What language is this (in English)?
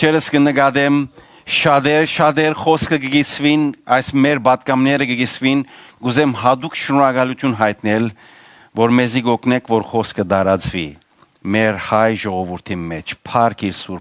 Western Armenian